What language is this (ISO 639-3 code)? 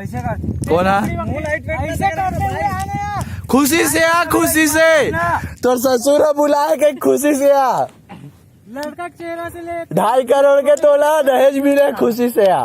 hne